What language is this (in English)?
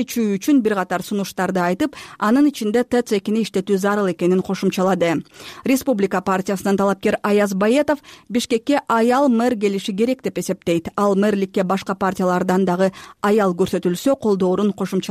Kyrgyz